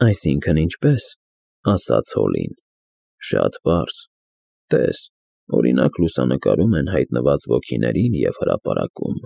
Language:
Armenian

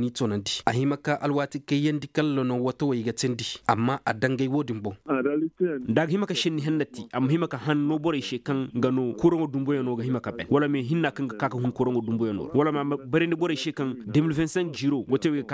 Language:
Koyraboro Senni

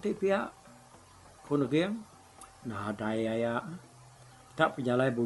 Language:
Iban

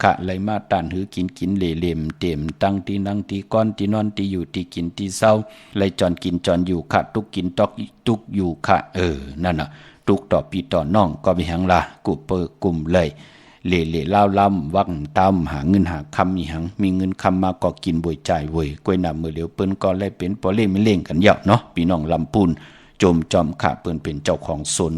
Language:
Shan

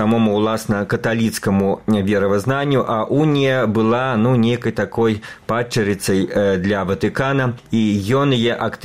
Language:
Belarusian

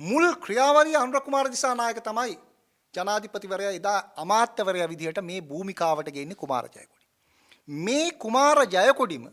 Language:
Sinhala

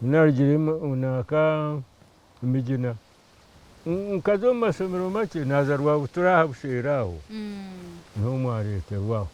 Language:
Nyankole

